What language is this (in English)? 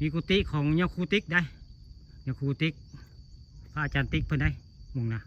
Northeastern Thai